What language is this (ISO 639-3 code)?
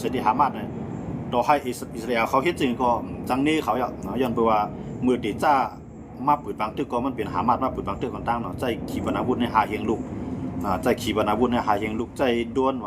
shn